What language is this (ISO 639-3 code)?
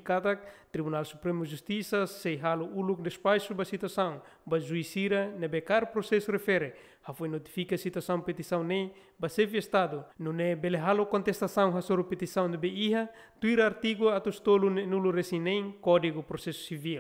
tet